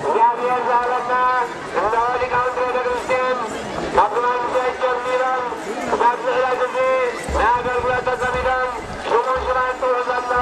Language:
Tigrinya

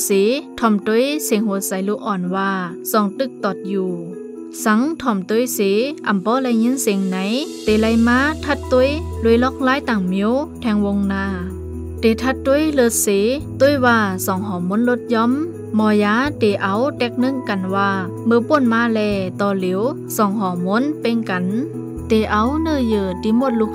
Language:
Shan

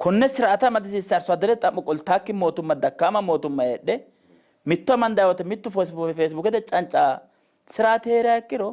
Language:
Sidamo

